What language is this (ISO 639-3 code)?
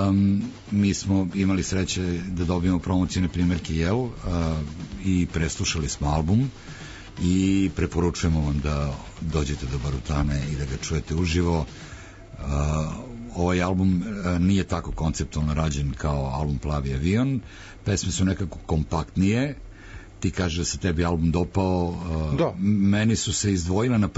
srp